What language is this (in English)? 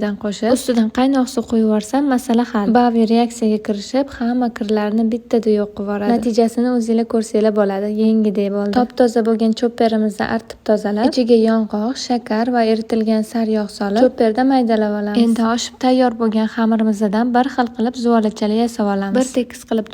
Uzbek